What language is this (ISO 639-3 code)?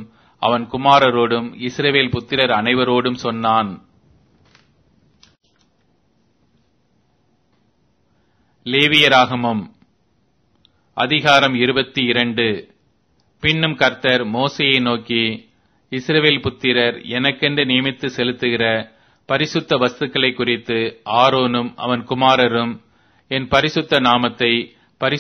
tam